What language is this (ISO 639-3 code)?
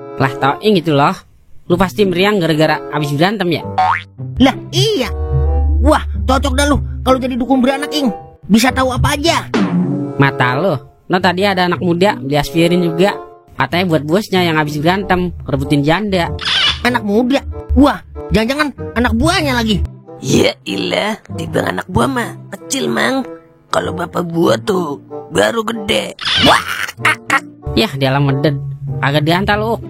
bew